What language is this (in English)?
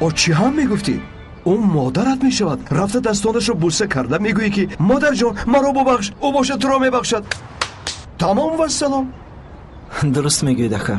Tajik